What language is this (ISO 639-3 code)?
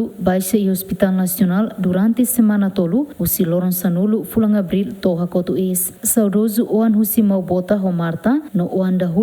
tet